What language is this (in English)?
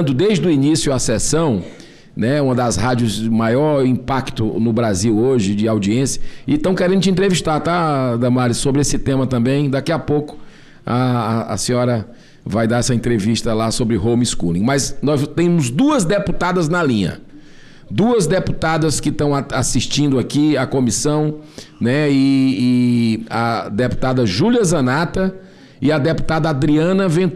Portuguese